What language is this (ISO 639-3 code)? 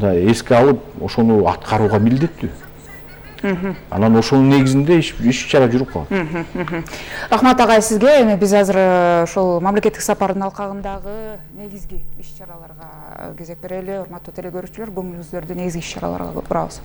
kir